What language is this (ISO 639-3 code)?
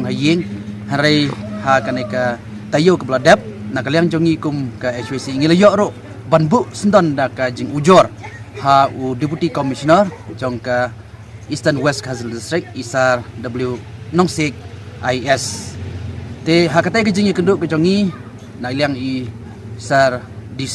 kha